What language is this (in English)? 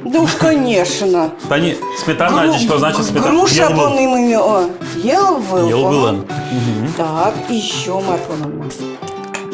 Udmurt